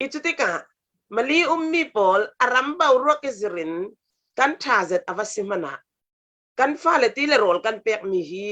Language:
Falam Chin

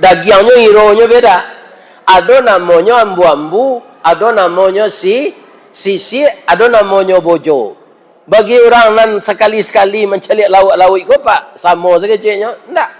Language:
Minangkabau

